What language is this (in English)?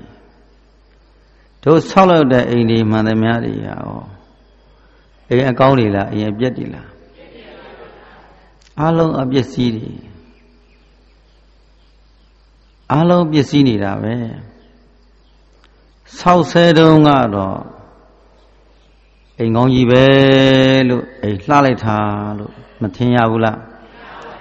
Burmese